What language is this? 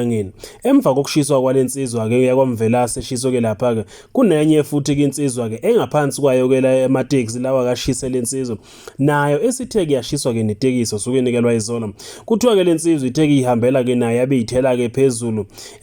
Zulu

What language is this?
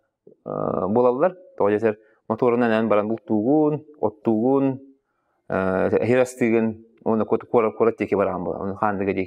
Yakut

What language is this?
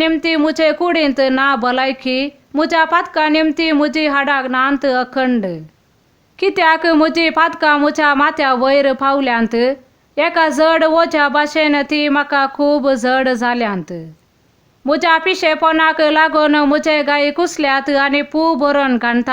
Konkani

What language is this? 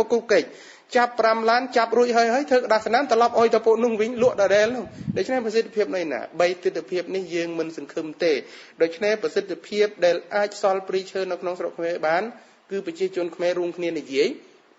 Khmer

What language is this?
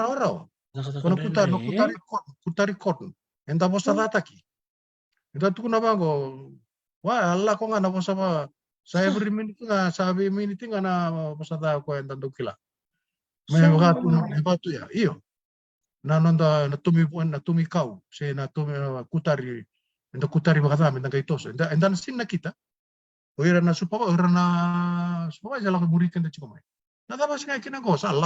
Fijian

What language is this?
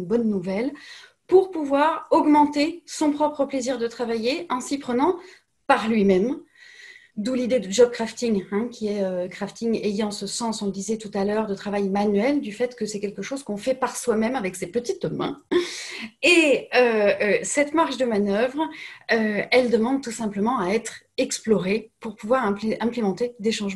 French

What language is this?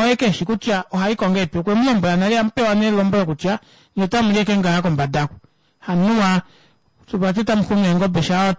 Kuanyama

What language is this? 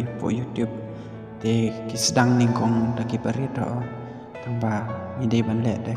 Khasi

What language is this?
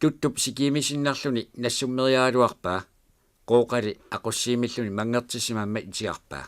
Kalaallisut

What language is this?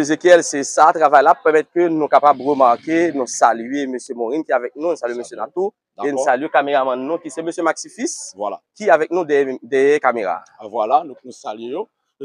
Haitian Creole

